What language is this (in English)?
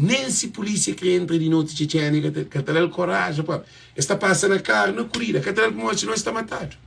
Kabuverdianu